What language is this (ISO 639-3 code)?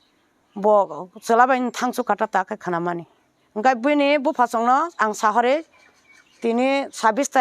trp